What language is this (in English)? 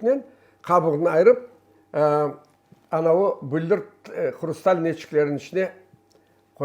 Crimean Tatar